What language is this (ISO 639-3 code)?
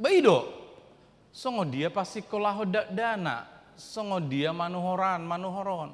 bbc